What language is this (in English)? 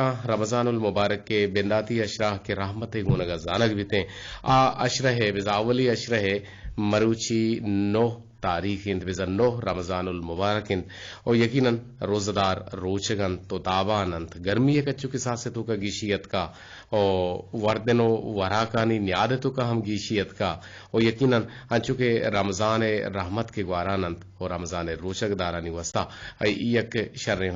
Eastern Balochi